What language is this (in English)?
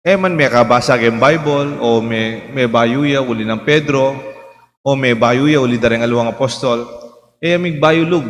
Pampanga